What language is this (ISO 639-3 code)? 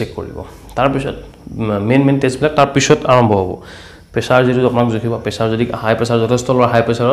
asm